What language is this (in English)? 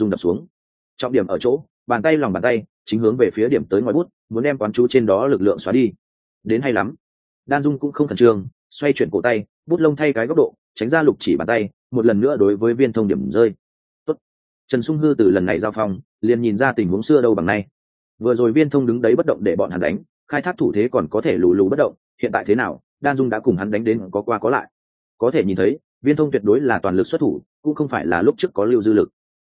Vietnamese